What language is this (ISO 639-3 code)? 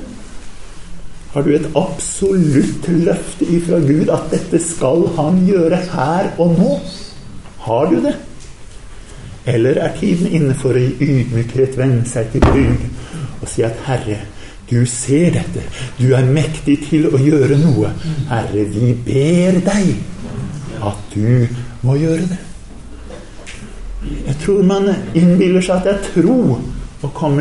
nor